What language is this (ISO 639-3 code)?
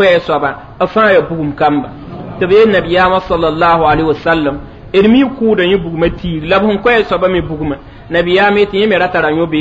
mos